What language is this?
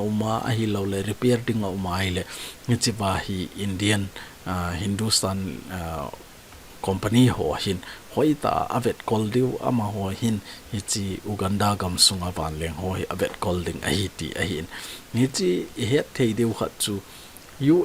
Thado Chin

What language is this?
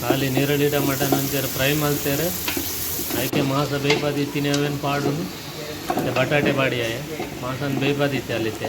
Tulu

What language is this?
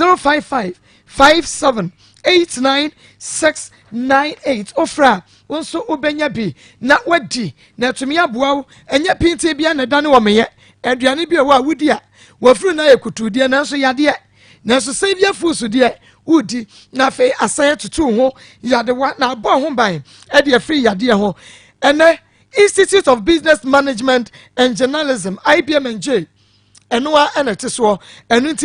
Akan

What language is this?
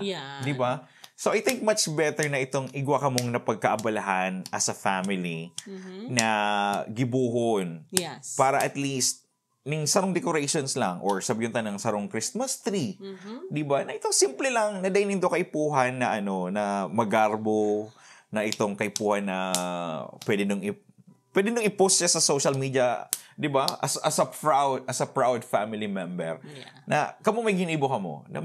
Bikol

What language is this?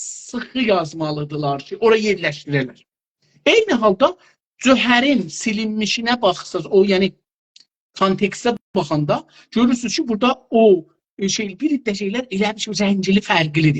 South Azerbaijani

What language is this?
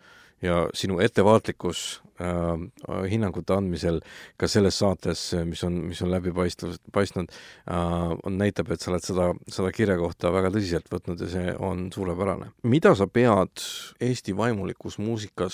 Estonian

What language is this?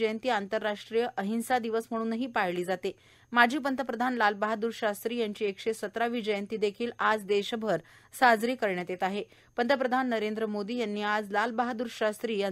Marathi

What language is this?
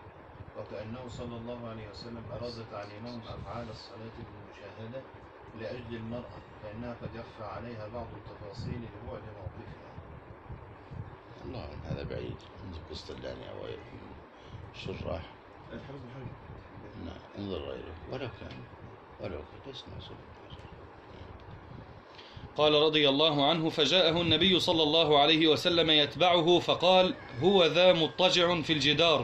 Arabic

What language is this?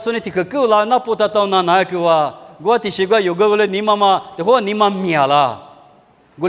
Lisu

